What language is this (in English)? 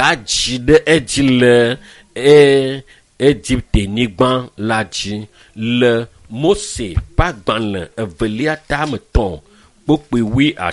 Ewe